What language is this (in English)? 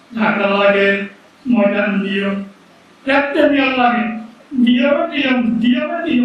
Rohingya